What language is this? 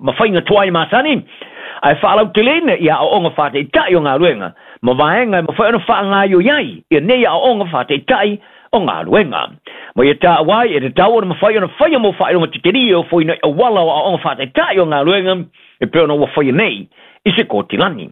Samoan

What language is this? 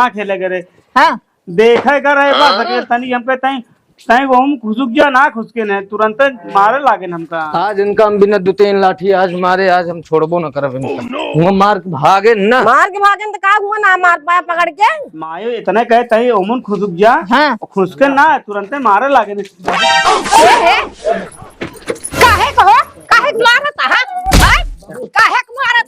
Awadhi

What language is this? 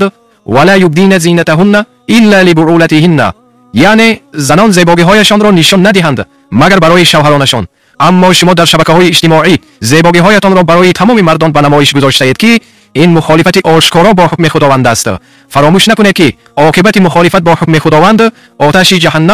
Tajik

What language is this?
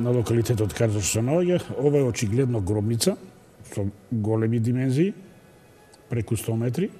Macedonian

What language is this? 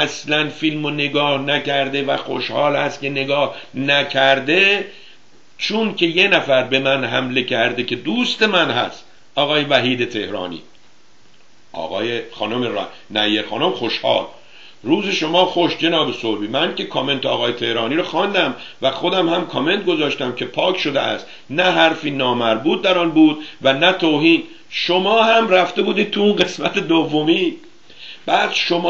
Persian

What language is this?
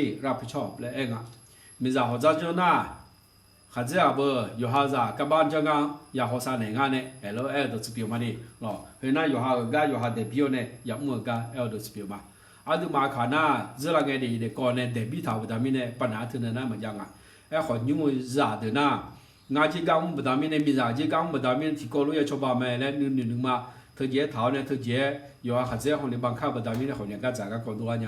Akha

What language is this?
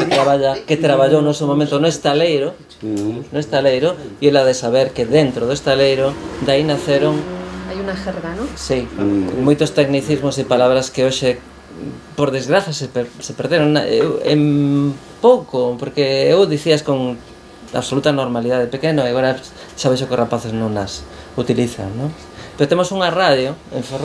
Galician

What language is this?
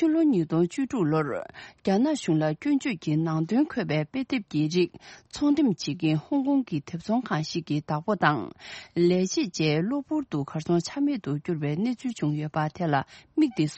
Tibetan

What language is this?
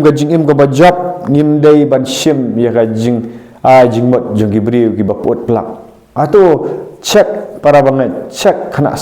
Khasi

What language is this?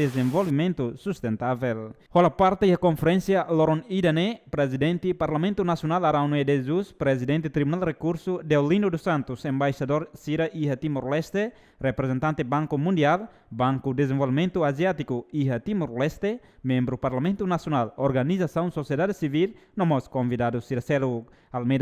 Tetum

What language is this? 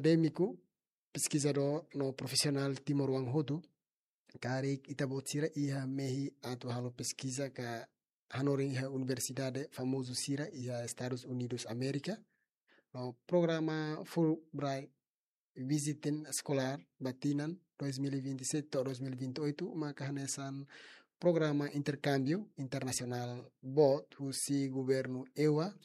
Tetum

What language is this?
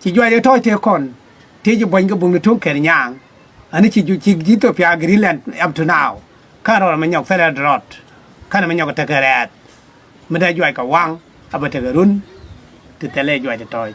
Nuer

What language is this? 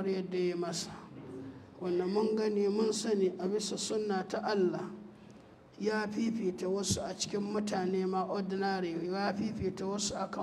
Hausa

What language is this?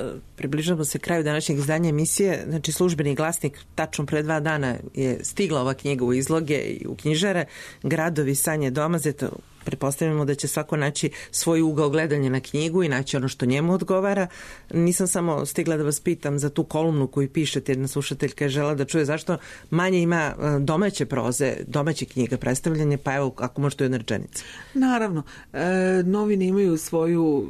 Serbian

